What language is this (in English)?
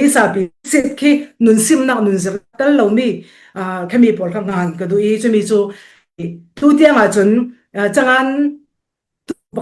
Falam Chin